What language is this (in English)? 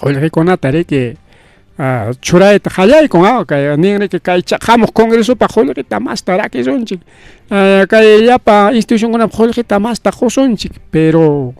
Ayacucho Quechua